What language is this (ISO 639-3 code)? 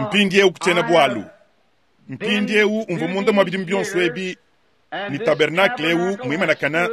lua